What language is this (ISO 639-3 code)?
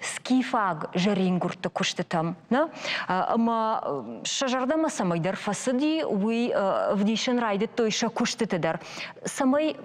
oss